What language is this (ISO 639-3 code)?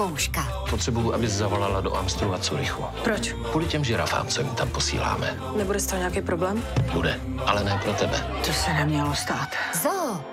ces